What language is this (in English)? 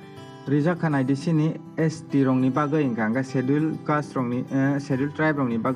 Kok Borok